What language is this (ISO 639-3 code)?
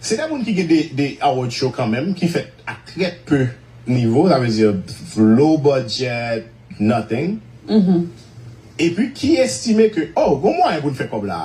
hat